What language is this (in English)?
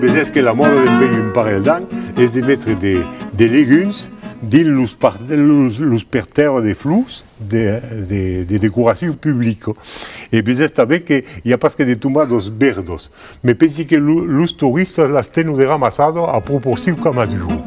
Occitan